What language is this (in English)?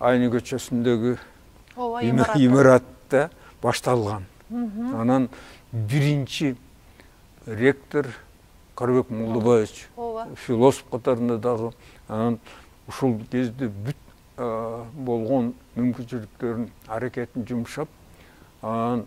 Kyrgyz